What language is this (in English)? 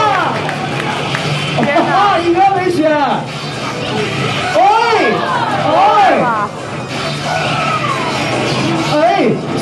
Chinese